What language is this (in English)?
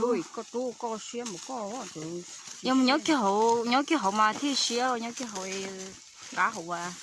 Hmong